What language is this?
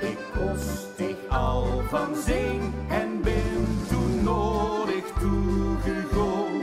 Limburgish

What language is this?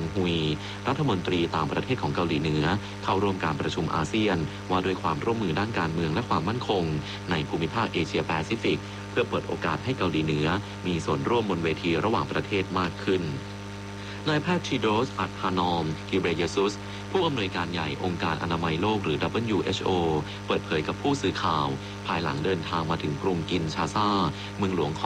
Thai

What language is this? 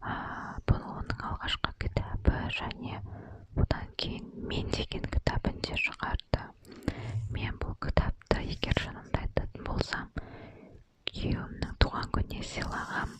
Kazakh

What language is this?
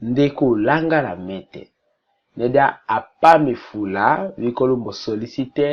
Tetela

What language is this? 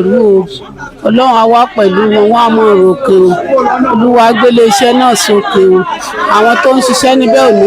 Yoruba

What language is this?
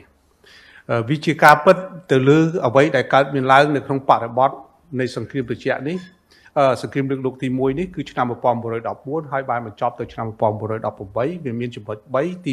Khmer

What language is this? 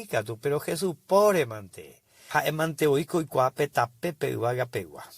Guarani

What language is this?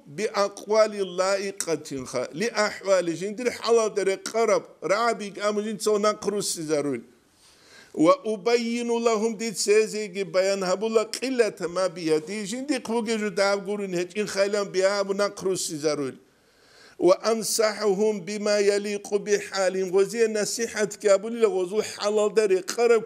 Avaric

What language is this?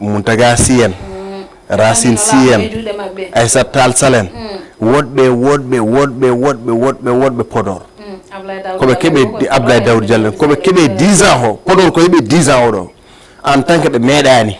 Fula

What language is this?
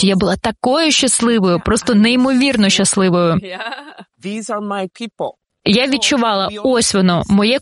Ukrainian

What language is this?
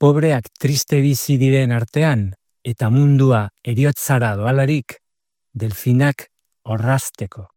Basque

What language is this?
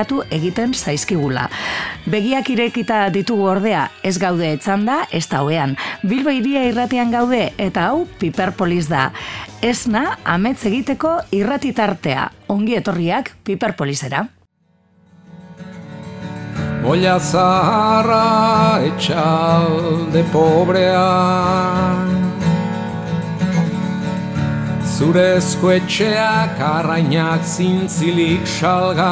Basque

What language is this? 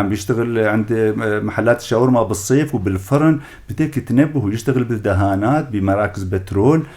North Levantine Arabic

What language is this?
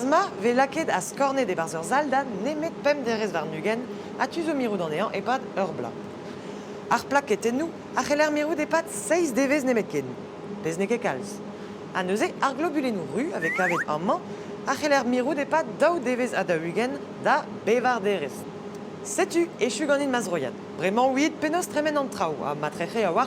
Breton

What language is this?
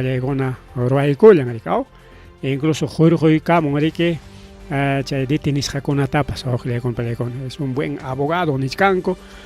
Ayacucho Quechua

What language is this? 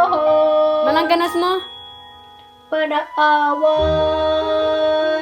Bikol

